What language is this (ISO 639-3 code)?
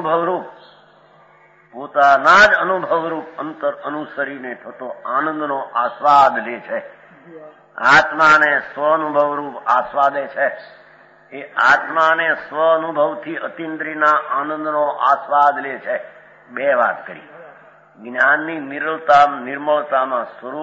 guj